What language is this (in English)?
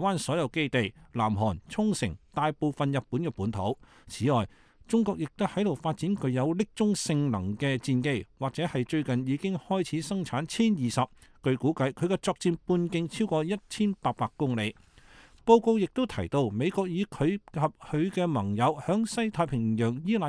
Cantonese